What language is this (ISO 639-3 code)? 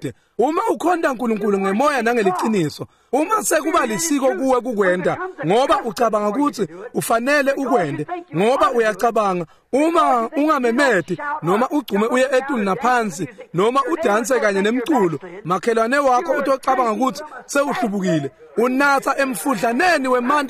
ssw